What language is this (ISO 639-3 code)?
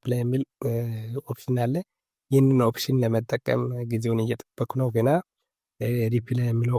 amh